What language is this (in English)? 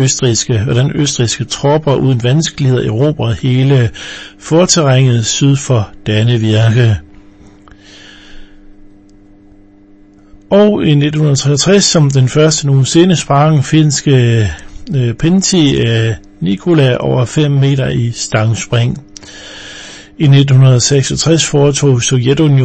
Danish